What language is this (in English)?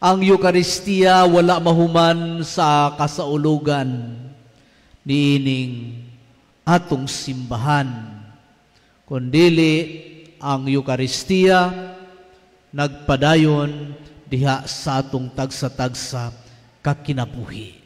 Cebuano